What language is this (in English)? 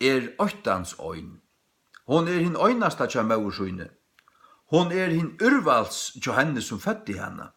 Faroese